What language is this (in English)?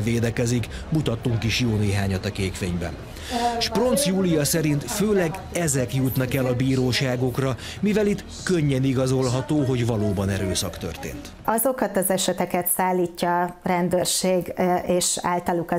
Hungarian